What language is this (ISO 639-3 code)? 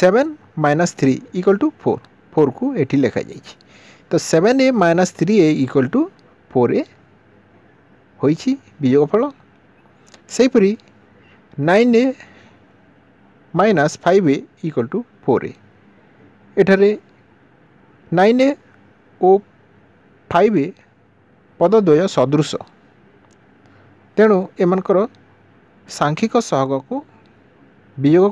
ori